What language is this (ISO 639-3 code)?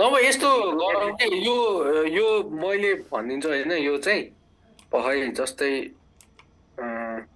nep